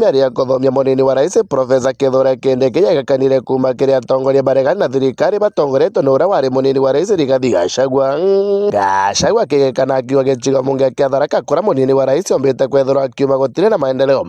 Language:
Meru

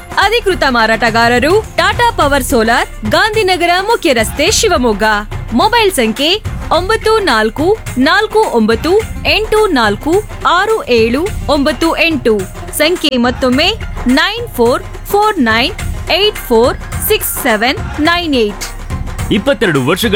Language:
Kannada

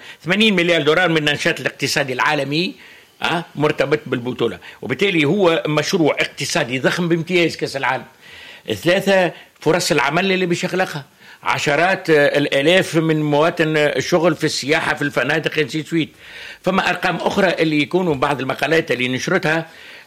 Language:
Tunisian Arabic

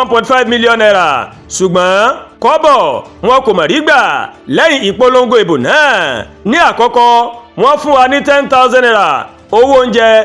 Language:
Yoruba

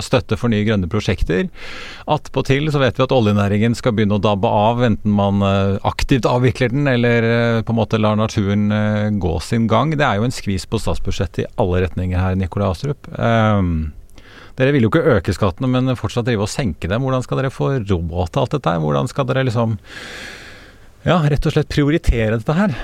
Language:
Norwegian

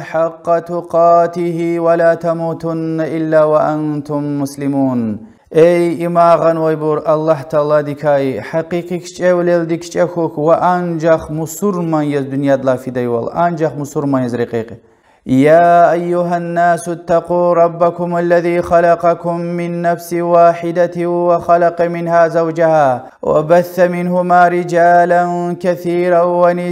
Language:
Lezghian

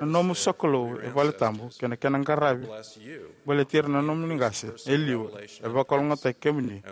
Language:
Fijian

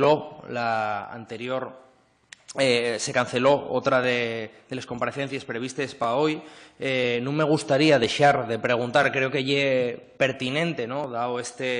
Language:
Asturian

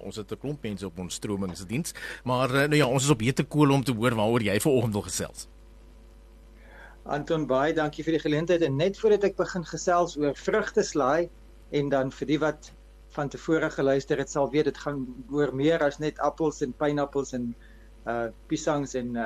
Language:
Afrikaans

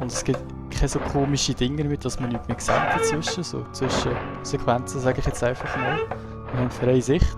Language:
Swiss German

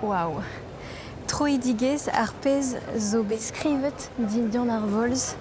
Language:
Breton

